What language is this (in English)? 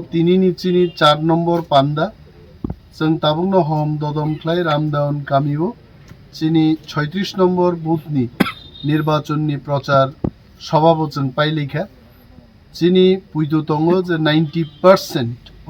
Kok Borok